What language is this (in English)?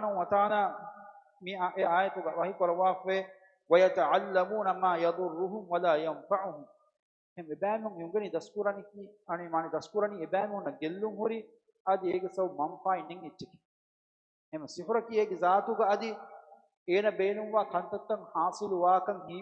Divehi